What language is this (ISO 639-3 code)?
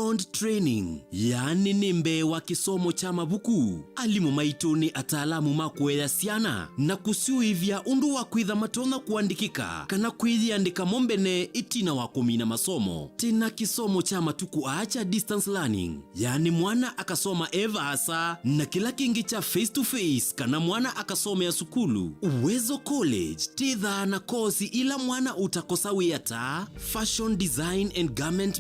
kam